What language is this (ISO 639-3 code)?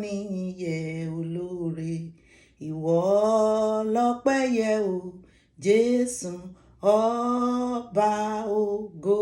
yor